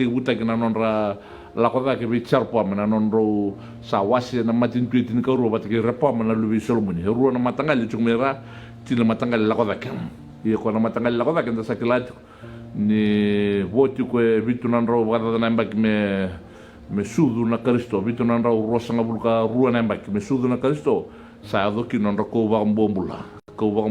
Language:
Fijian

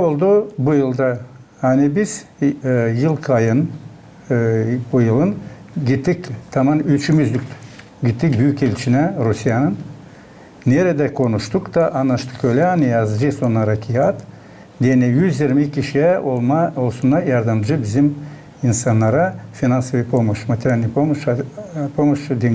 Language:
Gagauz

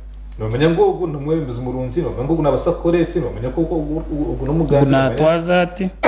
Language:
Nyankole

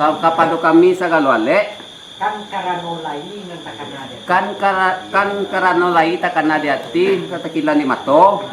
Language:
Minangkabau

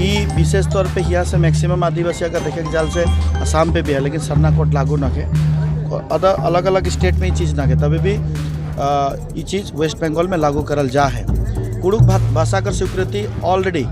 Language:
Sadri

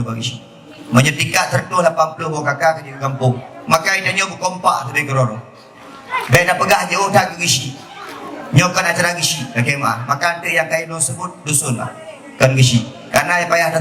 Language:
Achinese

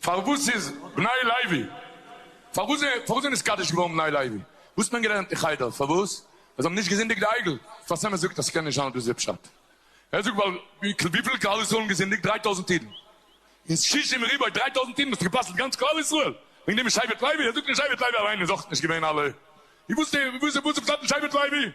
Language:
Yiddish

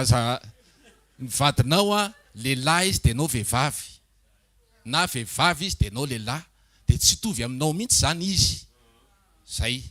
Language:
Malagasy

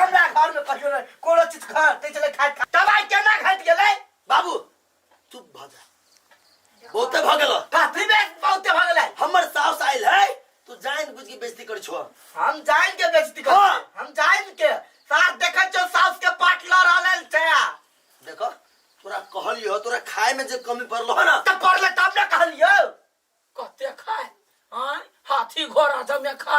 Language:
Maithili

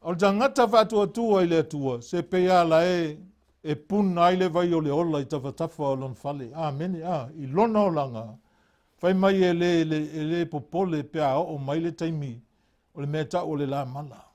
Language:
Samoan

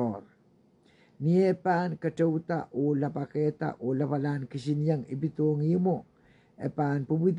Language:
Pohnpeian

